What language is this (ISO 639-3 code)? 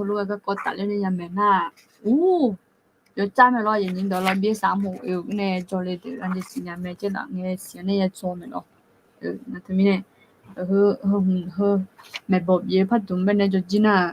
ahk